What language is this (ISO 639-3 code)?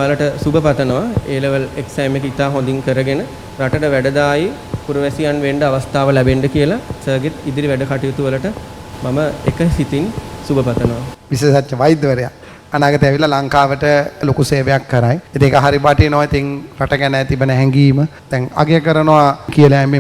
sin